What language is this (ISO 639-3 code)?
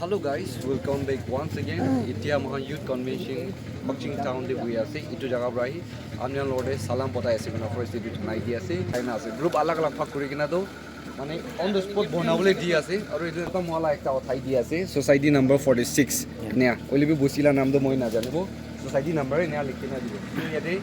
nag